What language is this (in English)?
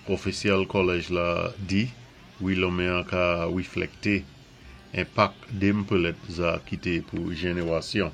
Saint Lucian Creole French